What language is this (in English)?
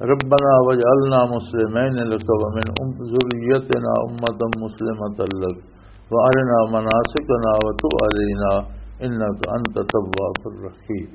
Western Panjabi